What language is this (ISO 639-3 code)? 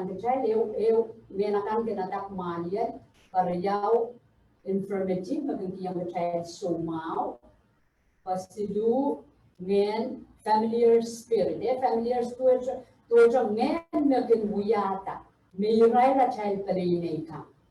pon